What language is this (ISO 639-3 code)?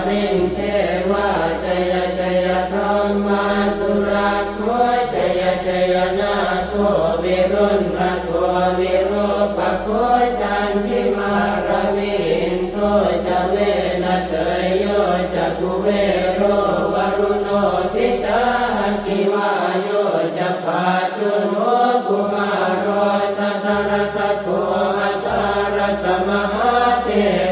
pli